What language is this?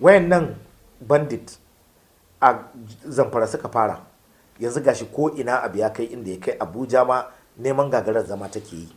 Hausa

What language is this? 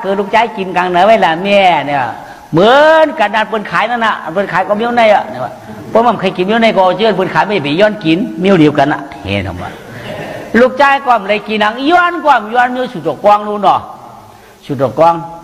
Shan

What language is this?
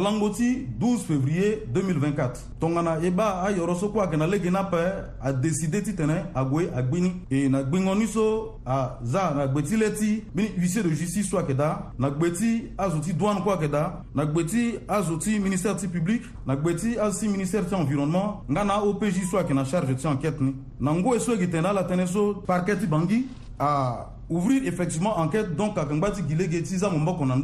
Sango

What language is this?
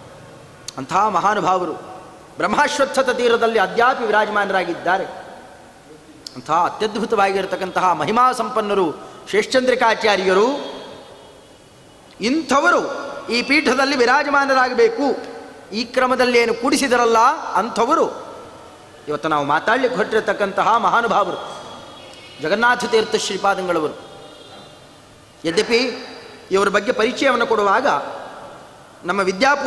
Kannada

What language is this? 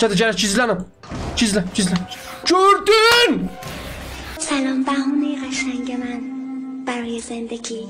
South Azerbaijani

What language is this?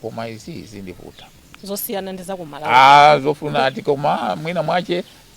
Nyanja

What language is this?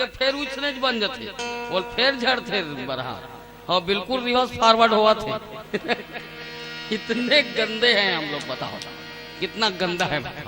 Chhattisgarhi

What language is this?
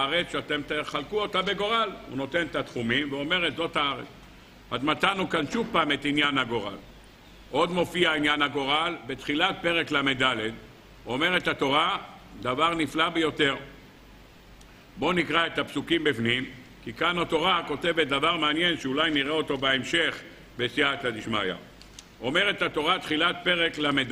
Hebrew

